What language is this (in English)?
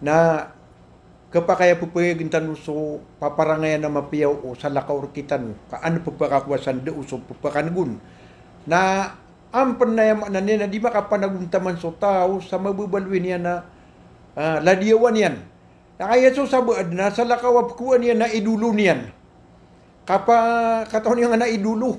Maranao